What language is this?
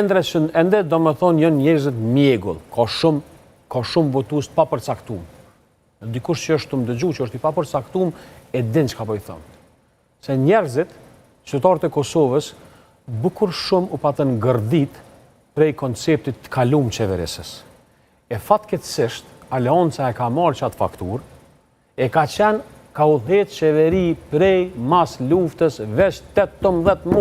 Albanian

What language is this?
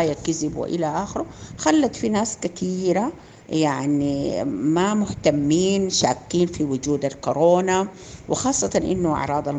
Sudanese Arabic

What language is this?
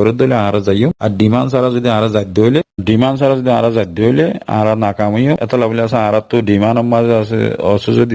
Rohingya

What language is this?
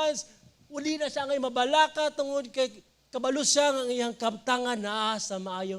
Cebuano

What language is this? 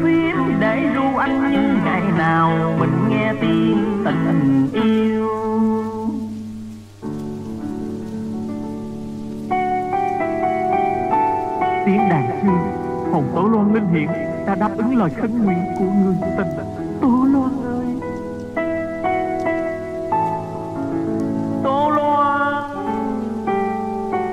Vietnamese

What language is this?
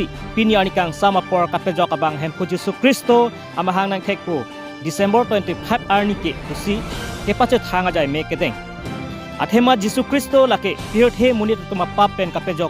Karbi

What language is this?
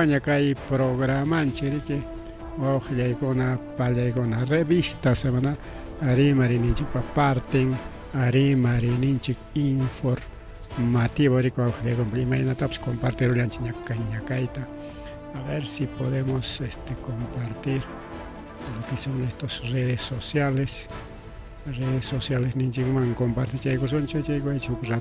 Ayacucho Quechua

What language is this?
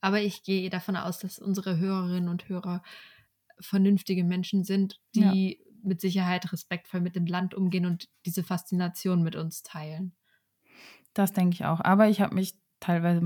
German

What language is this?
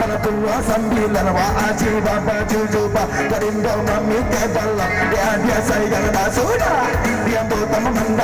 Minangkabau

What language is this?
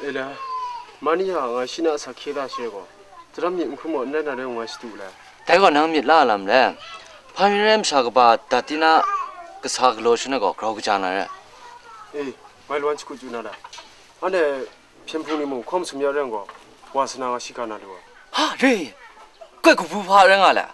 Kachin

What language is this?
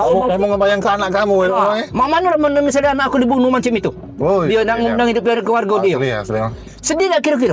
Musi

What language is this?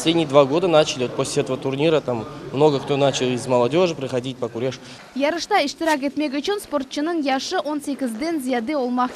Crimean Tatar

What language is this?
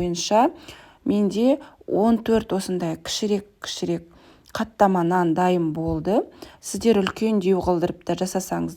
Kazakh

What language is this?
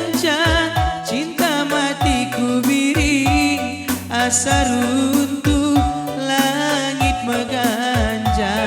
Batak Karo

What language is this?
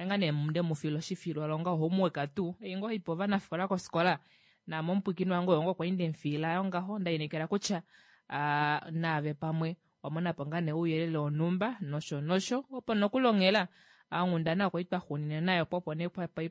Kuanyama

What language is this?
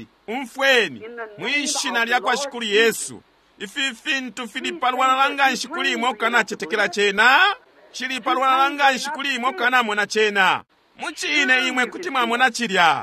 Bemba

